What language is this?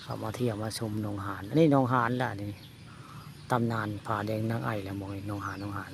Northeastern Thai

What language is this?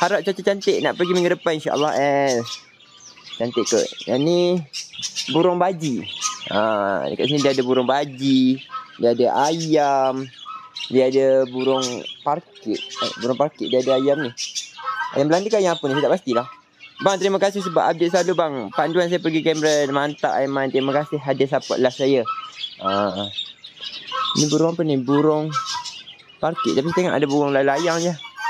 Malay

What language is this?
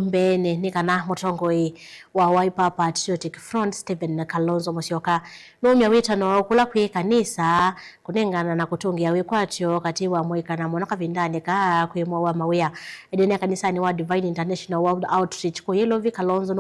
Kamba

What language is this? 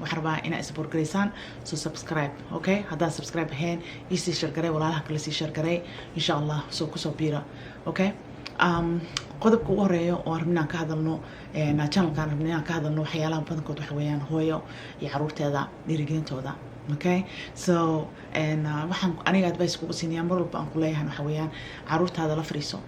Somali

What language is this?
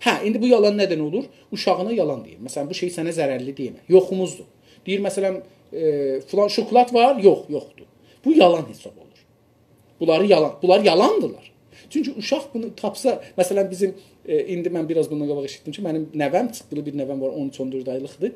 South Azerbaijani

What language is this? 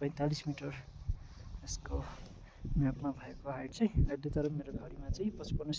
Nepali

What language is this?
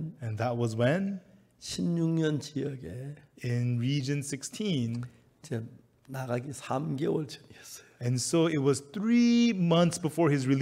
Korean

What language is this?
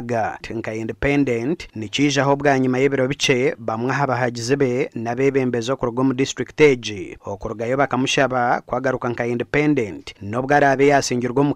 Nyankole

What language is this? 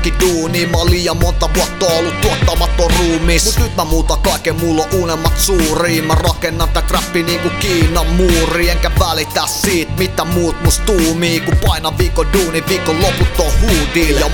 Finnish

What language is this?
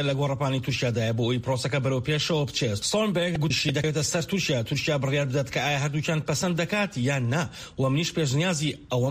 Central Kurdish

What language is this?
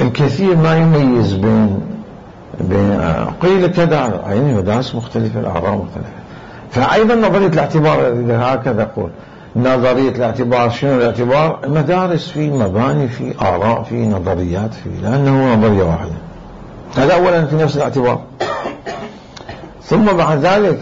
Mesopotamian Arabic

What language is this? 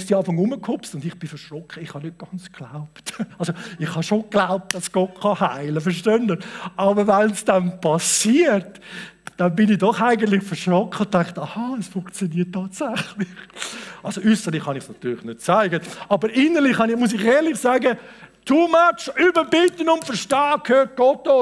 Swiss German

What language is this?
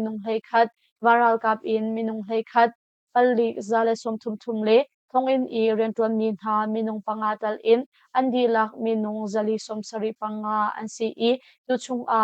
Hakha Chin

